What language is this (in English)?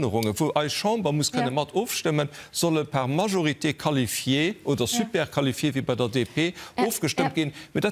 Luxembourgish